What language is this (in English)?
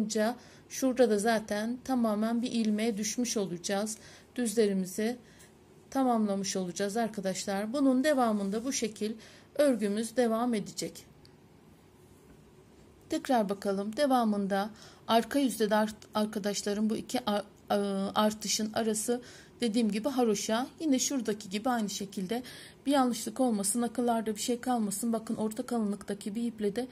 Turkish